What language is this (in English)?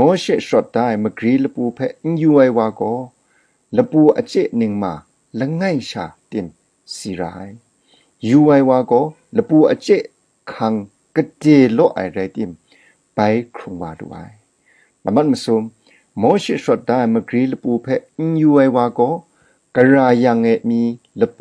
Kachin